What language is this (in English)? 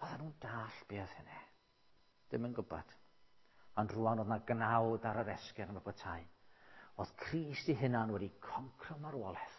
Welsh